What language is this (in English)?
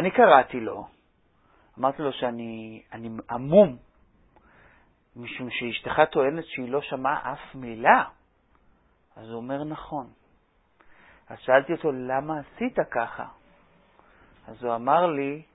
Hebrew